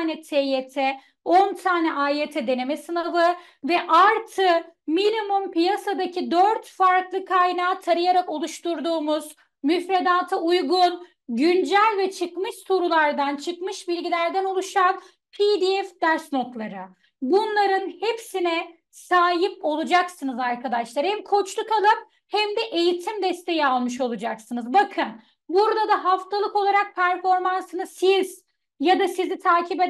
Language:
Turkish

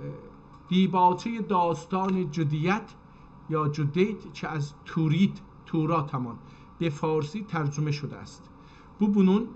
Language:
South Azerbaijani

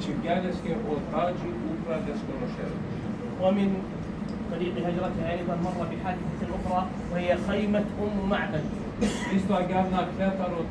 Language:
Balkan Romani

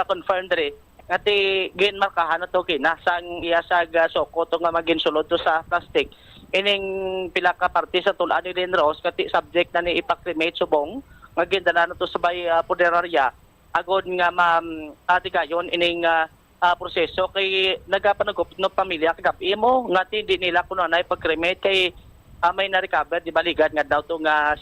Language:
Hiligaynon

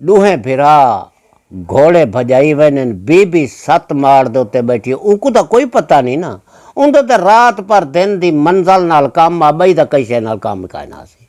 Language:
Saraiki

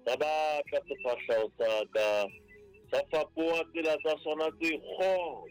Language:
Southern Sotho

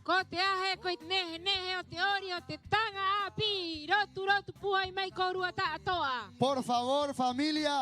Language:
Rapanui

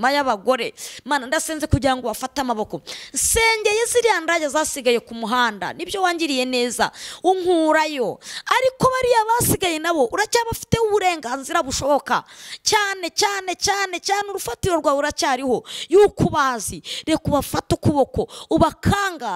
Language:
Kinyarwanda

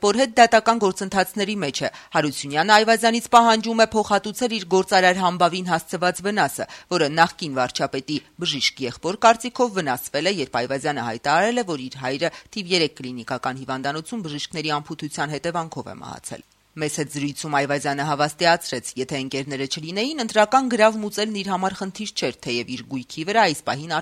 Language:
Armenian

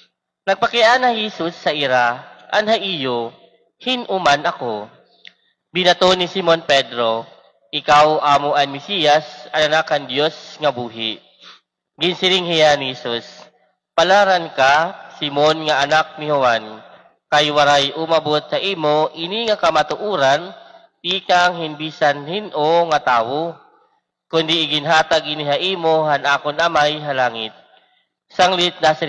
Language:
Waray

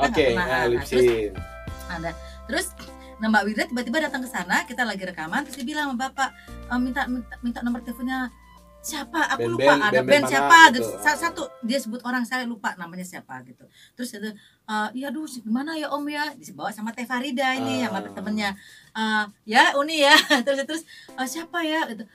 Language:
Indonesian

